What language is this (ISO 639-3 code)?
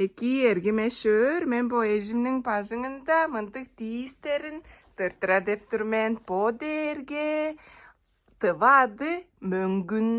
tyv